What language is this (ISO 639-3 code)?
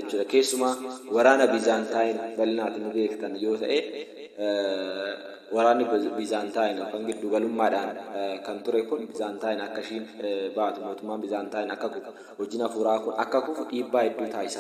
orm